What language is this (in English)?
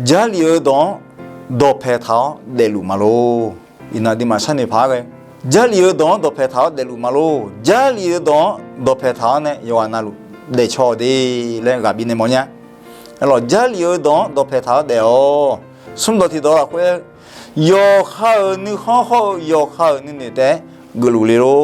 Akha